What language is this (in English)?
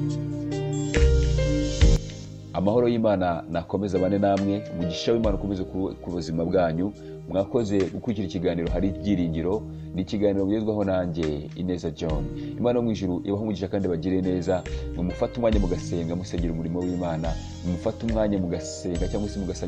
Kinyarwanda